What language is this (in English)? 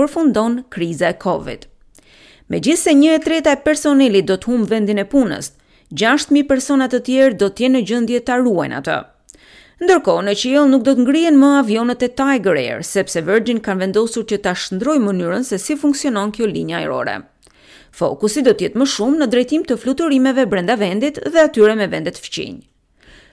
Albanian